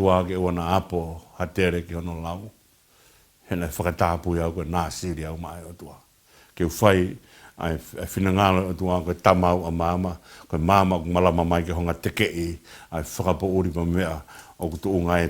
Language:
Tongan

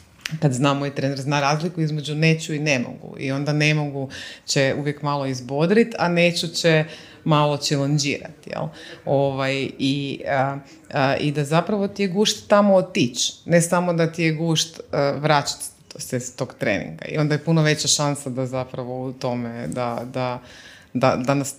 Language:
Croatian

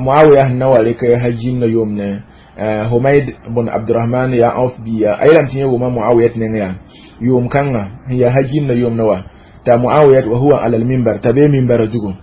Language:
Mossi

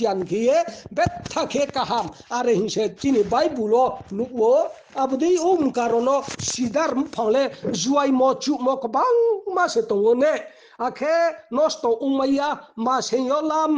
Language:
Riang (India)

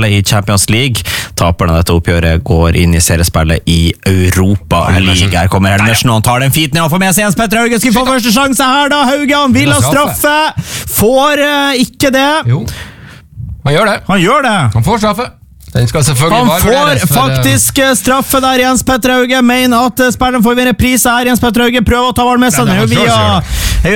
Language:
Norwegian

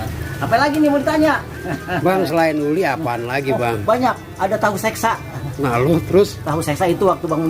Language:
Betawi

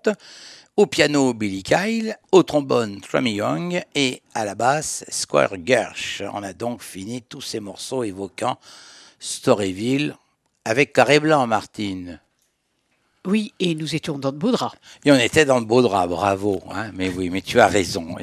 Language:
French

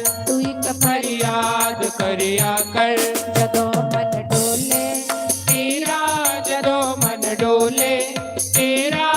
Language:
Dogri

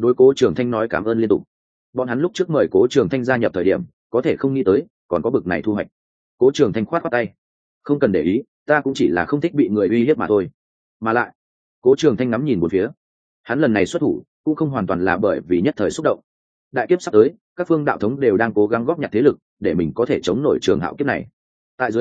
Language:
Vietnamese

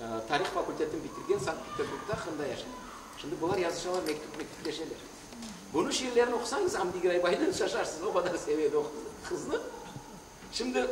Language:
Crimean Tatar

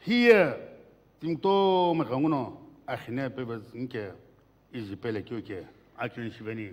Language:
Sumi Naga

